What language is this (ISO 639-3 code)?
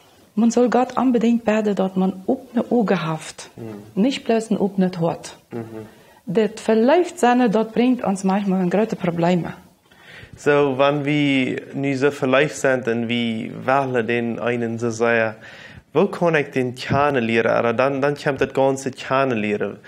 pdt